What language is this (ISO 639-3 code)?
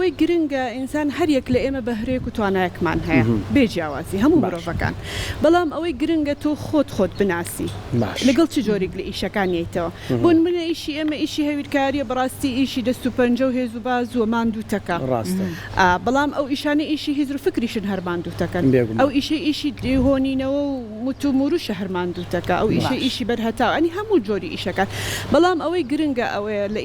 ckb